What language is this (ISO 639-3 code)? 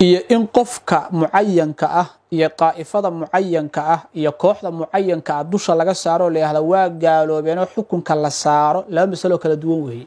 som